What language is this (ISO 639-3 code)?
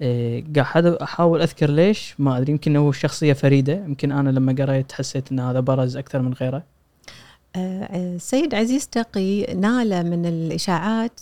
afb